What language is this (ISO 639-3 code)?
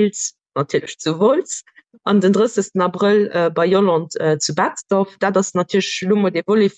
ltz